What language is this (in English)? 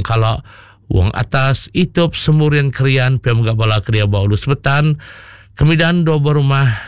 Iban